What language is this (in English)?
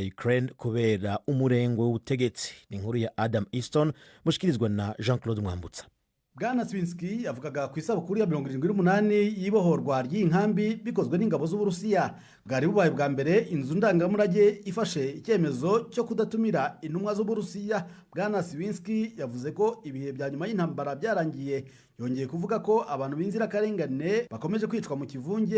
Rundi